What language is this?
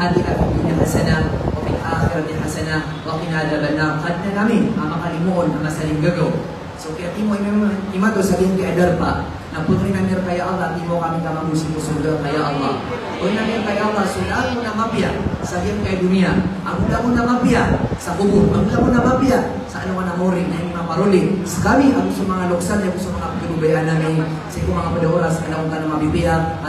Maranao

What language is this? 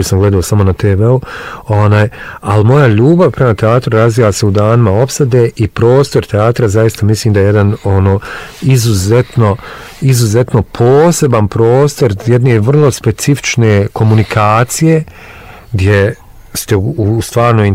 Bosnian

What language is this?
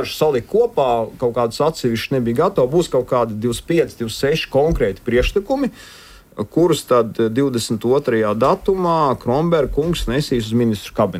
Latvian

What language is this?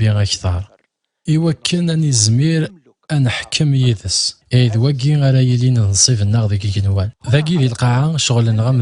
Kabyle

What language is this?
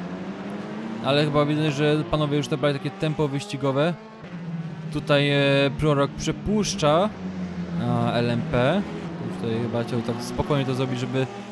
Polish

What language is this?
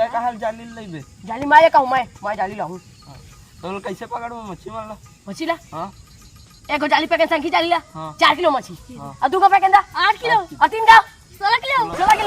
Chhattisgarhi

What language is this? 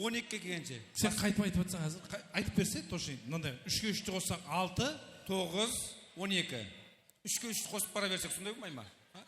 Kara-Kalpak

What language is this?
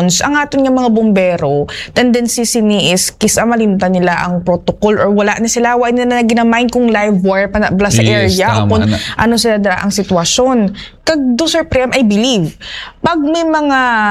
Hiligaynon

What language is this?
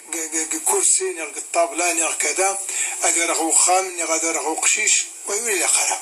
Kabyle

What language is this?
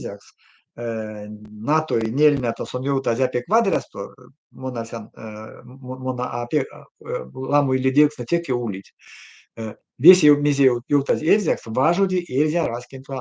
Erzya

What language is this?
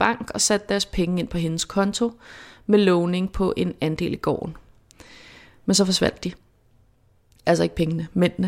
Danish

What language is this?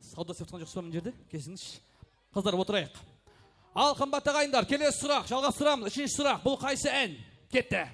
Kara-Kalpak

